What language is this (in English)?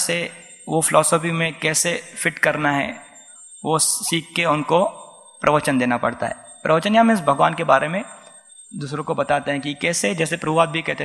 Hindi